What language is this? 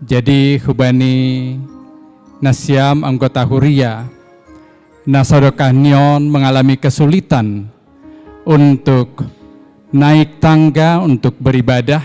Batak Simalungun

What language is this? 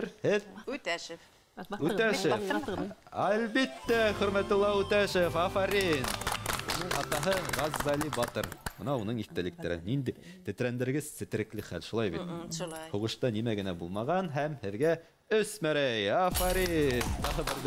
Bashkir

